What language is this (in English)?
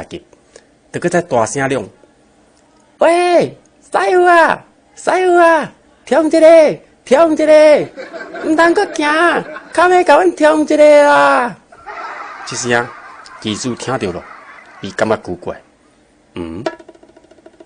Min Nan Chinese